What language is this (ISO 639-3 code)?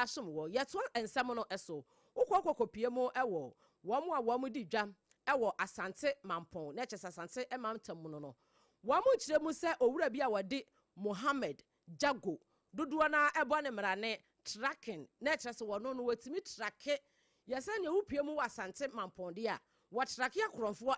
aka